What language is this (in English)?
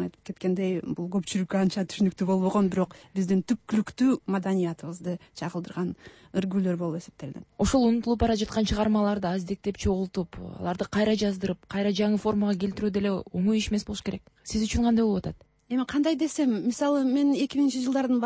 Kyrgyz